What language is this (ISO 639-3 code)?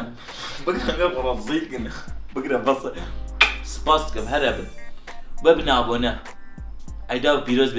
kur